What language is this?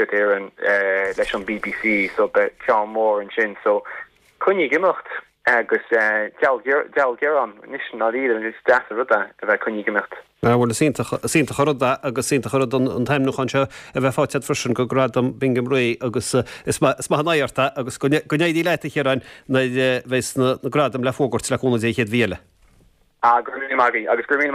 Irish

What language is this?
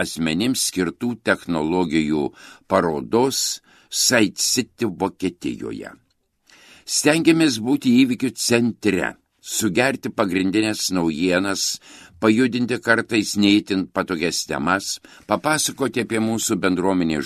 Lithuanian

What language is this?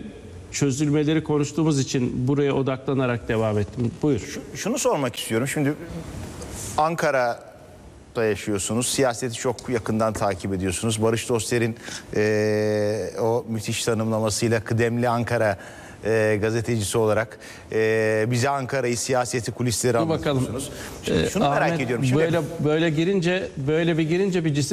Turkish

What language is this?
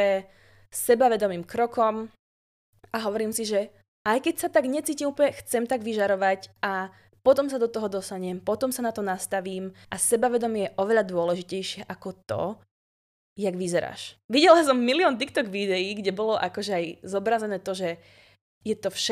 Slovak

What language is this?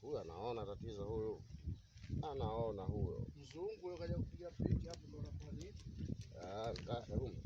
Swahili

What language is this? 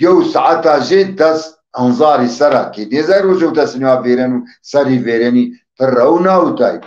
Zaza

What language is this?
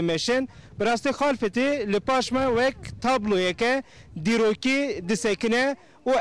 Kurdish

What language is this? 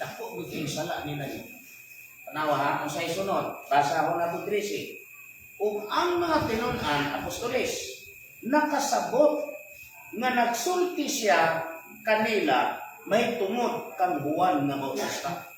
Cebuano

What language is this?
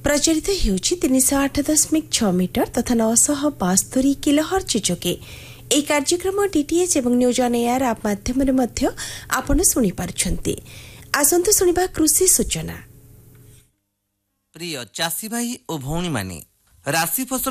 Odia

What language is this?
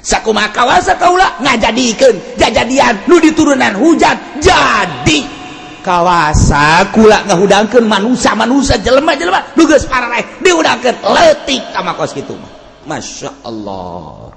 Sundanese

